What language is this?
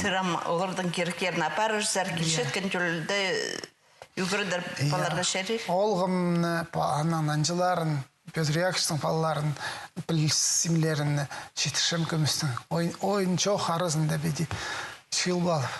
Khakas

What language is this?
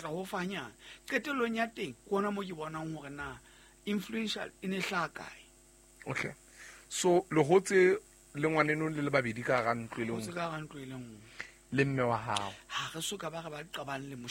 Southern Sotho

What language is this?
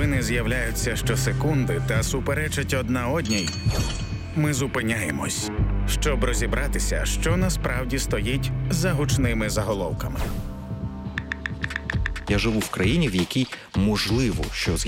Ukrainian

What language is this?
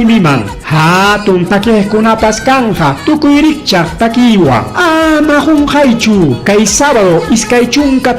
Ayacucho Quechua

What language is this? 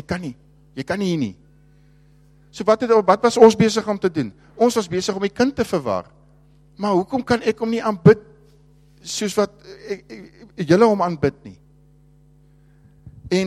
Afrikaans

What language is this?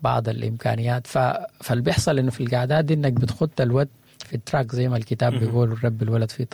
Sudanese Arabic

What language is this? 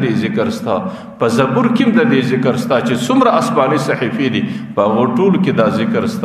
Pashto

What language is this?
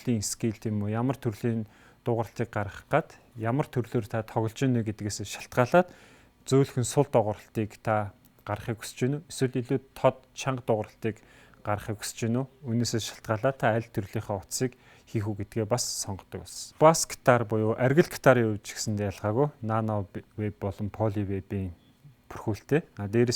Mongolian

